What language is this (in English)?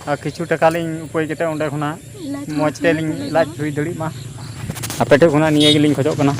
Santali